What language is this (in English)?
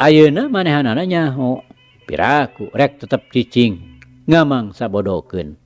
Sundanese